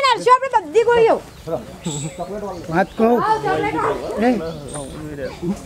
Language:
Gujarati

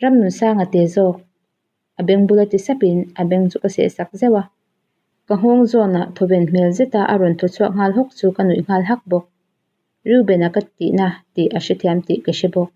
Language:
Mizo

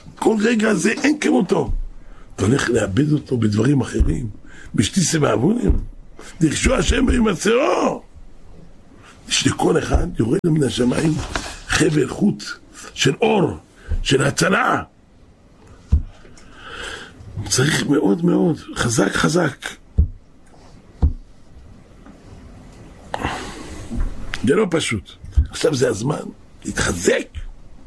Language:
Hebrew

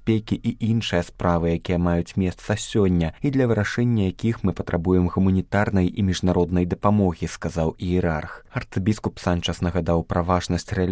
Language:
Belarusian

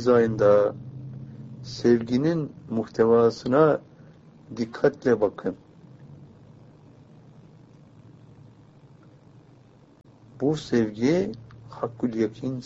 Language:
Turkish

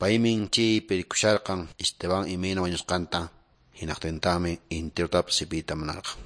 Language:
Quechua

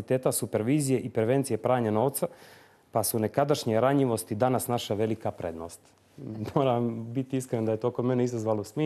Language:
Bosnian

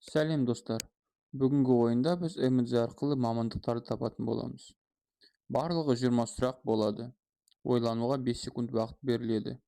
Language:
Kazakh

